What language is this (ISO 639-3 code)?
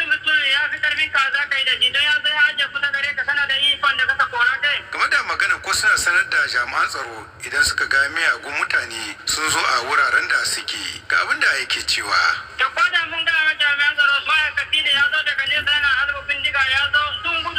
hau